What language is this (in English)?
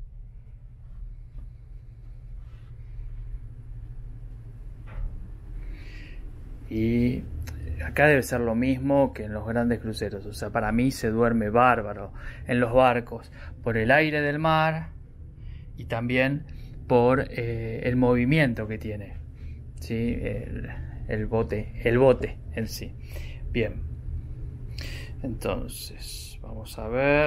Spanish